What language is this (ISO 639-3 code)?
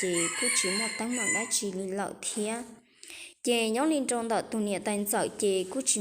hmn